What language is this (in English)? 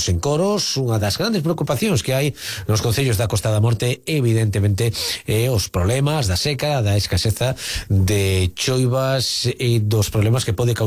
Galician